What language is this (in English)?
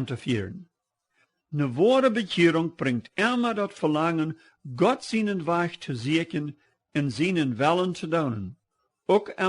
Plautdietsch